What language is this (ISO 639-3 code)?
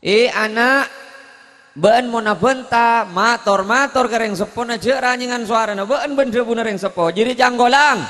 mad